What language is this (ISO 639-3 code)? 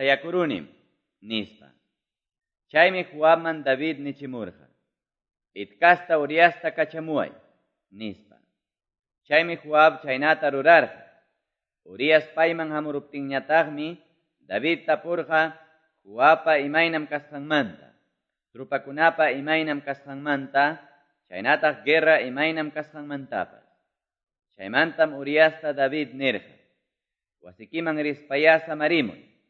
que